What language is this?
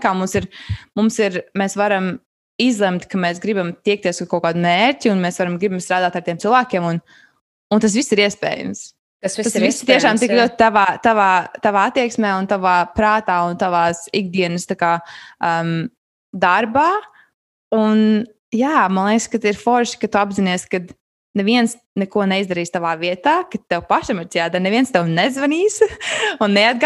Latvian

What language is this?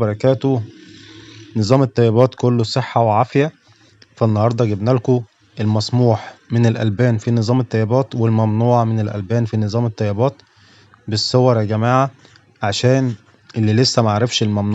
Egyptian Arabic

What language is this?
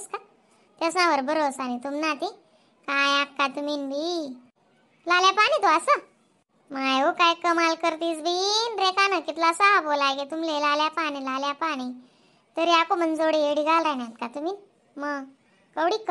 Khandesi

